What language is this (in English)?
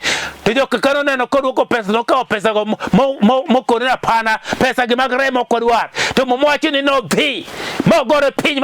Luo (Kenya and Tanzania)